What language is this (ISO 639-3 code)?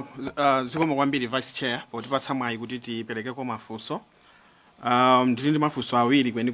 nya